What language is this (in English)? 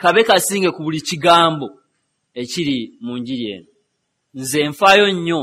Ganda